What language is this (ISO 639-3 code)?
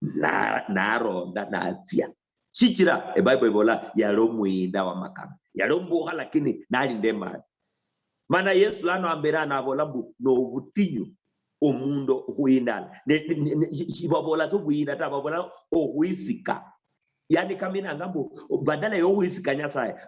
luy